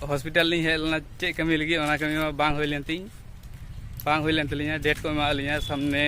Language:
Santali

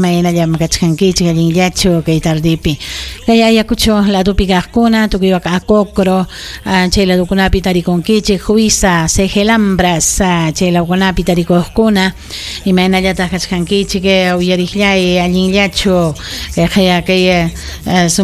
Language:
Ayacucho Quechua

